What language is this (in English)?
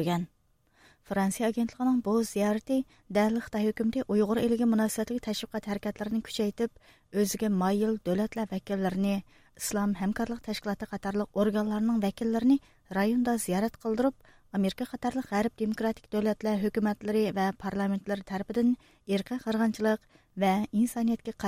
Uyghur